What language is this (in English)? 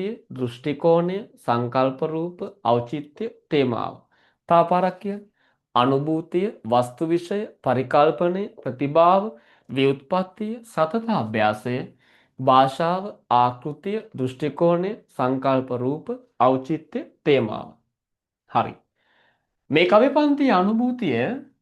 Sinhala